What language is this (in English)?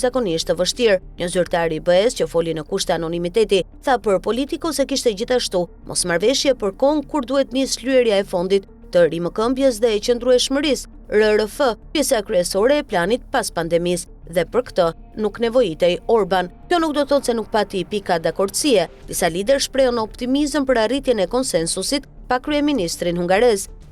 Albanian